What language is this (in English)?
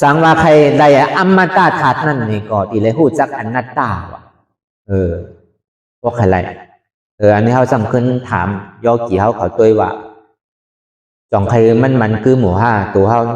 Shan